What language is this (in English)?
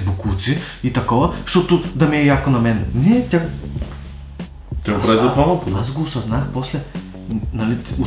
Bulgarian